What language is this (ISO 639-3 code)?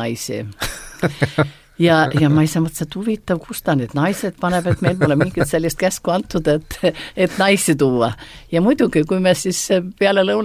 est